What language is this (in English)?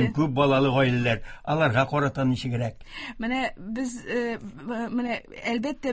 Tatar